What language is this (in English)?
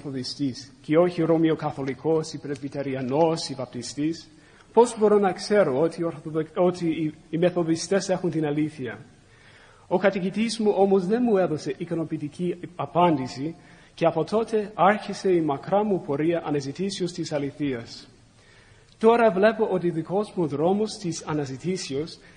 Greek